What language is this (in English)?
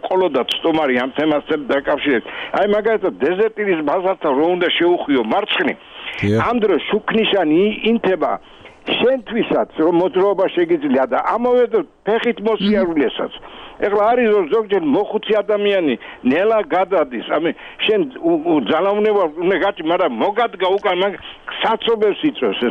Georgian